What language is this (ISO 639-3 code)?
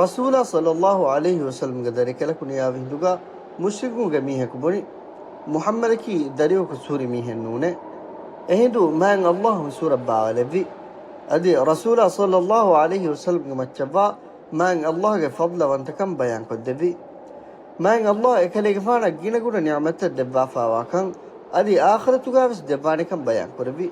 div